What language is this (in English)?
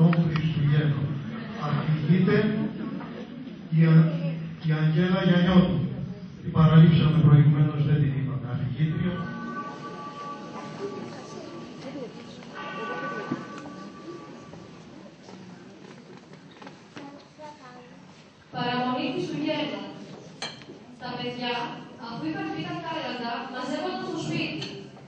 Greek